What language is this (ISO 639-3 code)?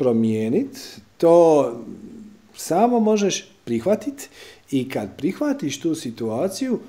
hrv